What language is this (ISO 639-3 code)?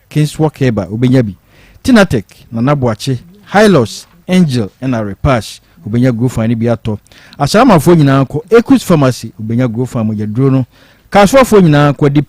aka